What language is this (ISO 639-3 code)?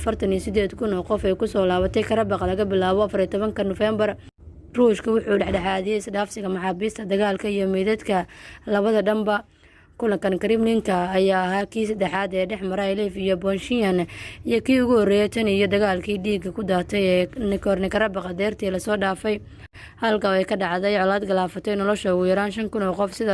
som